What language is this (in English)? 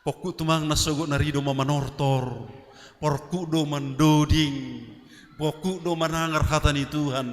Batak Simalungun